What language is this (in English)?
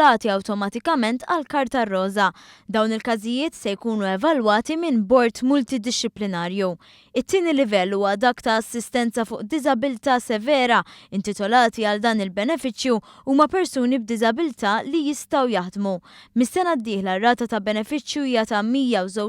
Maltese